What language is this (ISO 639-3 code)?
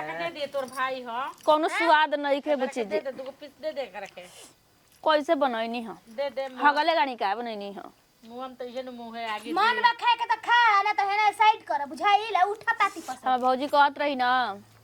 bho